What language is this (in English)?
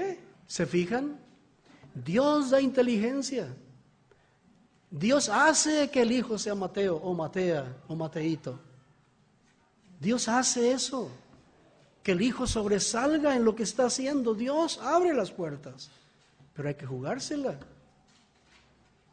Spanish